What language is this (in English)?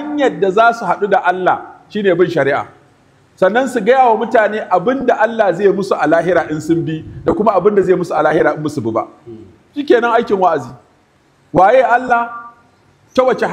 Hausa